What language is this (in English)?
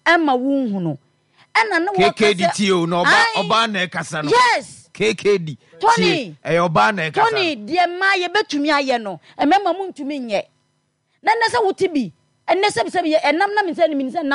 Akan